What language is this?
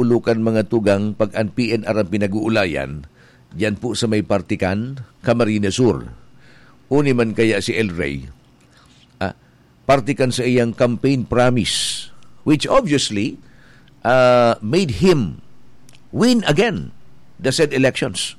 Bikol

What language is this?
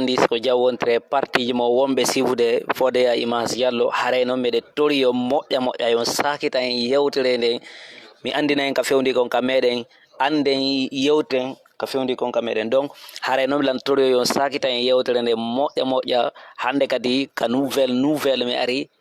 Fula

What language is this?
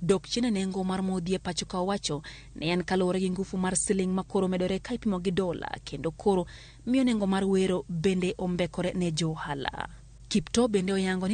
Luo (Kenya and Tanzania)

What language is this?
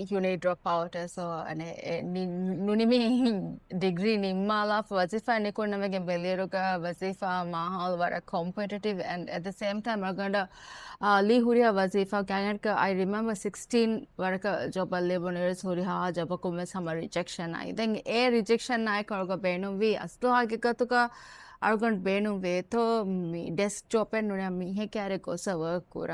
Divehi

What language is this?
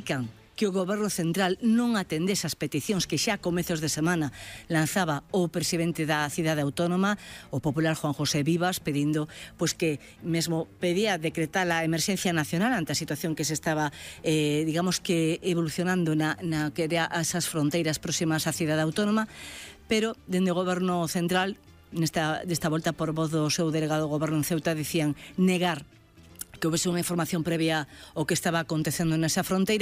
Galician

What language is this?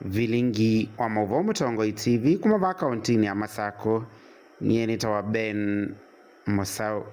Kamba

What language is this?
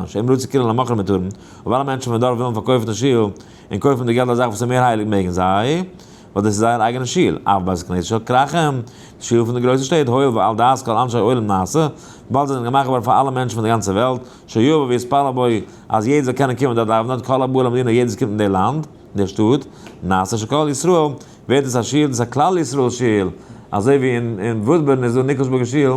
Yiddish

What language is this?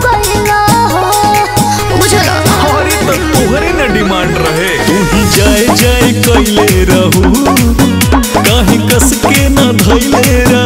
Bhojpuri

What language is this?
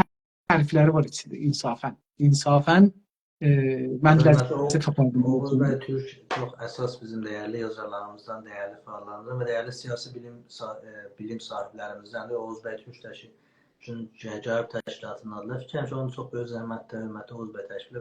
South Azerbaijani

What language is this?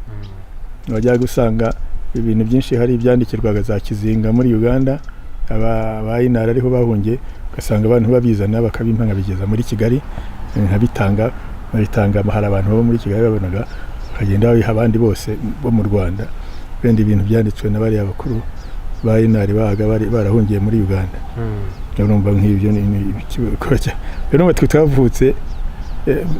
Kinyarwanda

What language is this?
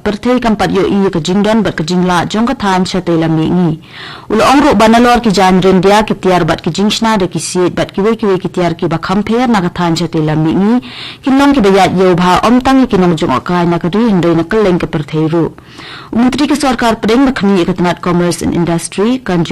Khasi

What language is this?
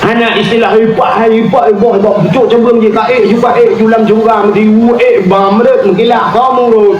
Achinese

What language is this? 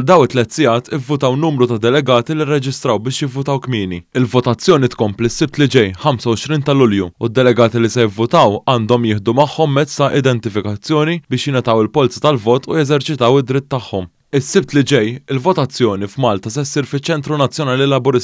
Maltese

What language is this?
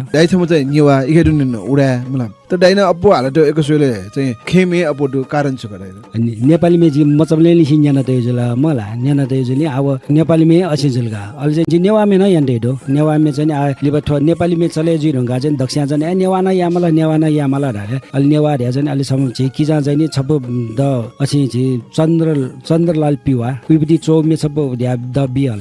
Newari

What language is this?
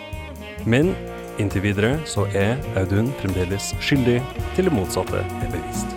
Norwegian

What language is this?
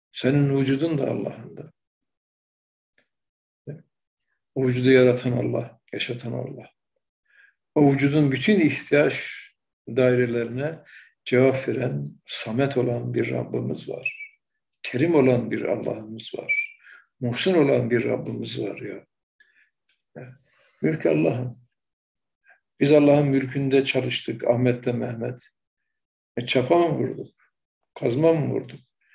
Turkish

